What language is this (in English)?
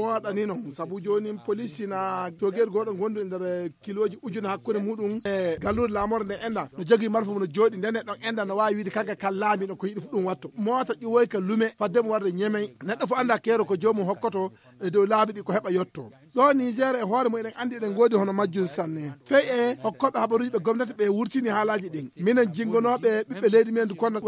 Nigerian Fulfulde